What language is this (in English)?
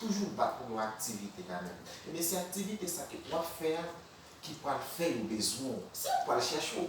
Haitian Creole